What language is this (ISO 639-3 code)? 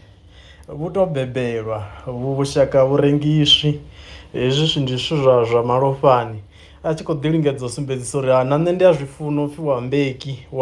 ven